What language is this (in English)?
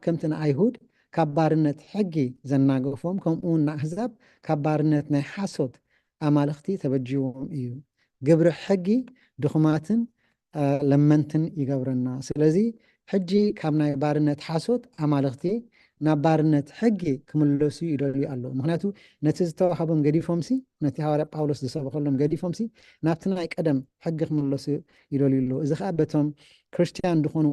Tigrinya